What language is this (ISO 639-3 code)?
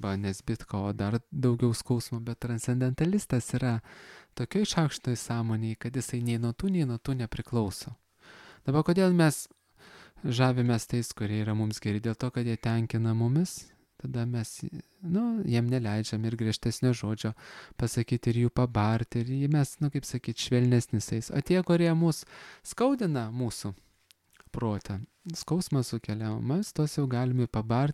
lit